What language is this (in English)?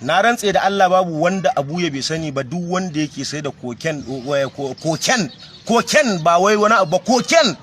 Hausa